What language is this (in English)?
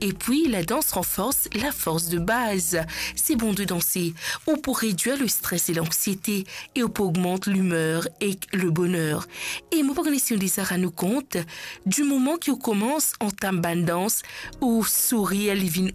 Morisyen